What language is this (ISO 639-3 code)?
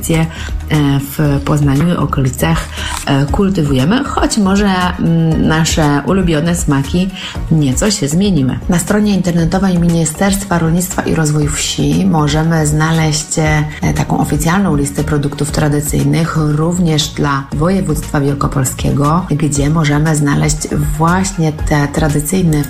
pol